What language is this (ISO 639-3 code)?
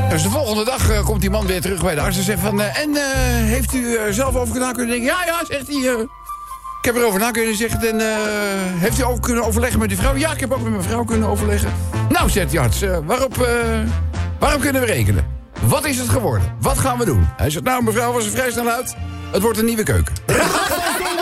nld